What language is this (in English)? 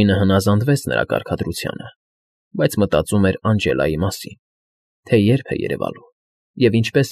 Armenian